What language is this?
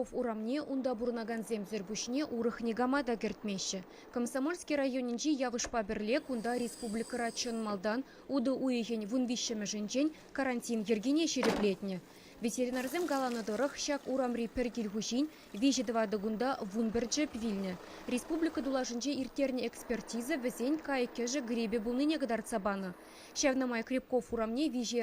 Chuvash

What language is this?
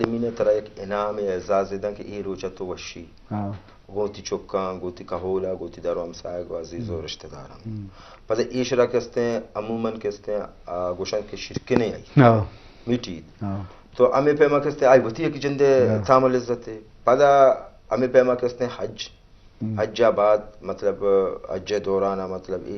Eastern Balochi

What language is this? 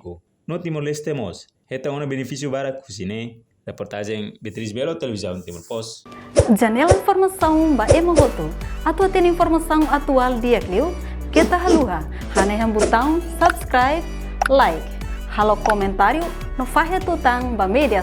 Tetum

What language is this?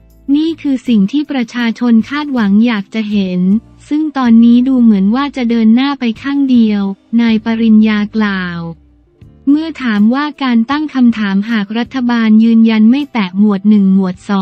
Thai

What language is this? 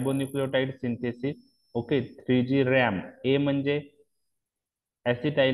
Marathi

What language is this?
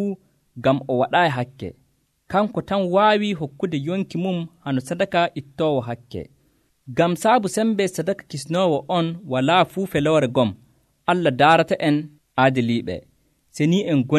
Nigerian Fulfulde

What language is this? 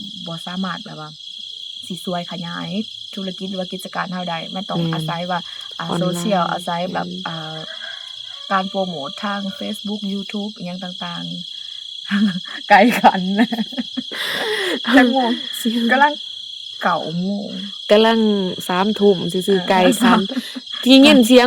Lao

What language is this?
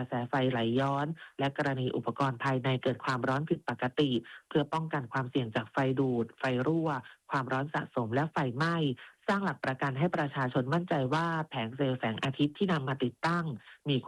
Thai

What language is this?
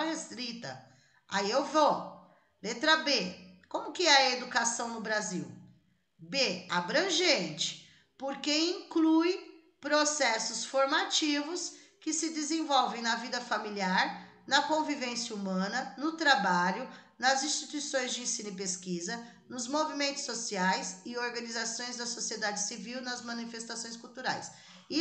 Portuguese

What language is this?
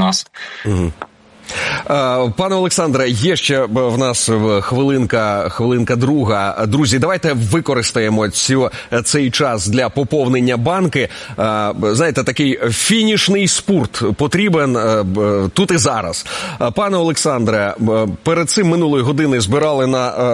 Ukrainian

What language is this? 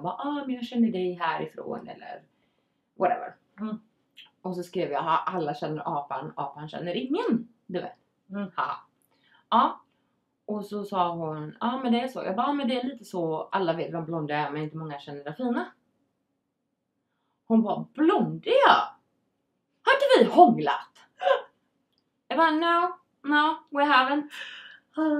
Swedish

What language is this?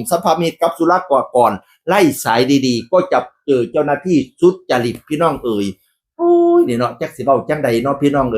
Northeastern Thai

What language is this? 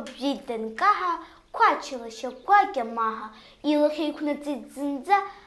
Abkhazian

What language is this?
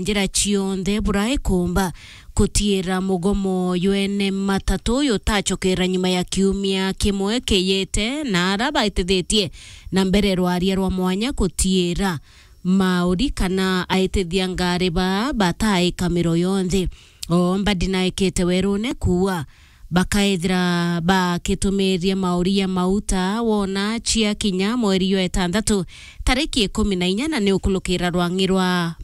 Meru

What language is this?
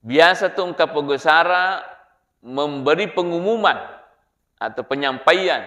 Buginese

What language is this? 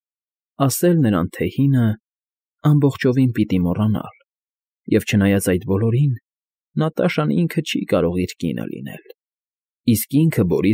Armenian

